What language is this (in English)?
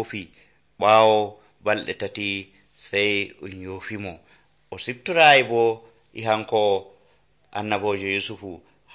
Nigerian Fulfulde